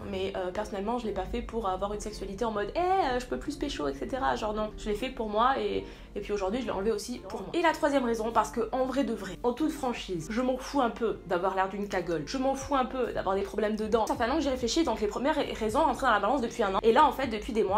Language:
French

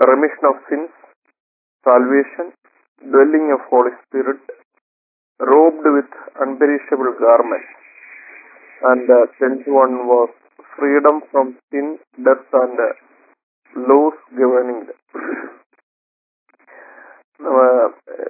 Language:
Malayalam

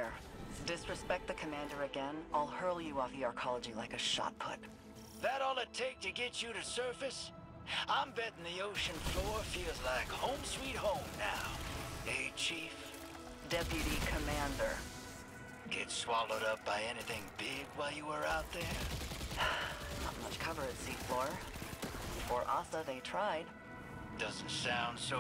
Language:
English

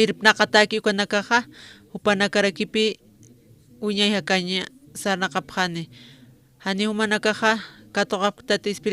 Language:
Aymara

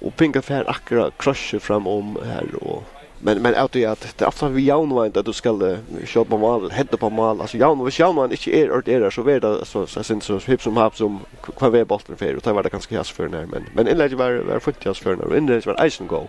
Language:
Faroese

